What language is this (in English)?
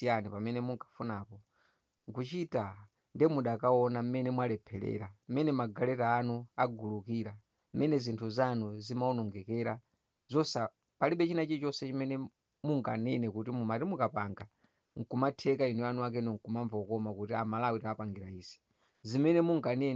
Nyanja